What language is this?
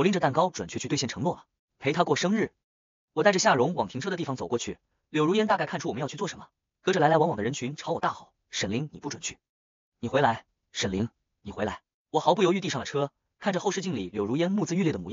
Chinese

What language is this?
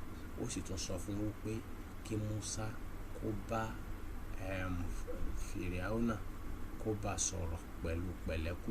Yoruba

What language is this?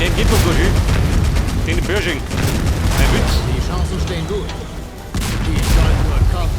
Bavarian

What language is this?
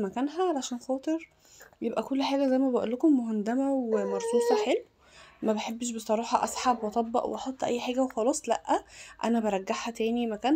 Egyptian Arabic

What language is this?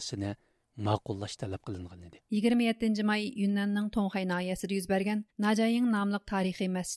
Uyghur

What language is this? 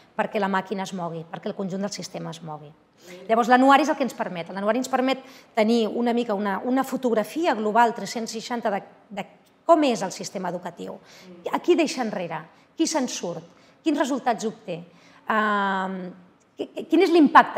Catalan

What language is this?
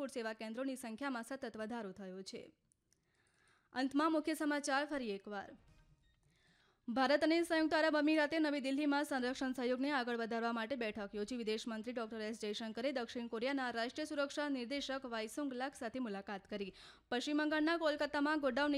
Gujarati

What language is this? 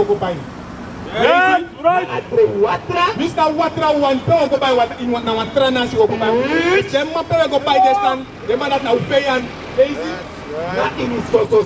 Sranan Tongo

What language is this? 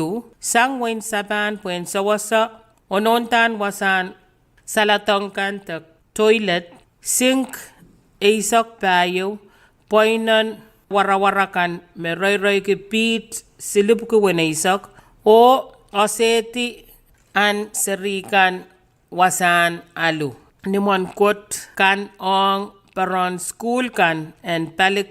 Pohnpeian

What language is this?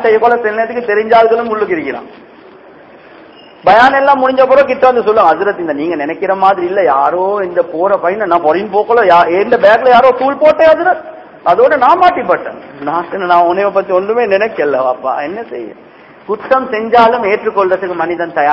Tamil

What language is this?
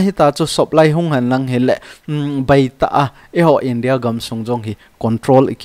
Thado Chin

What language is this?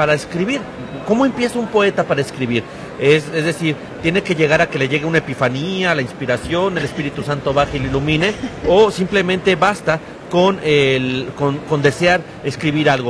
Spanish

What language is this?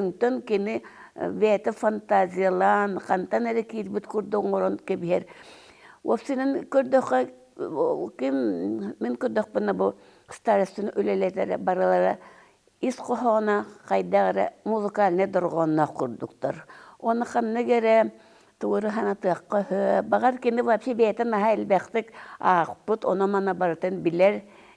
Yakut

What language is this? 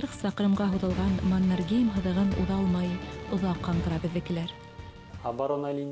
Bashkir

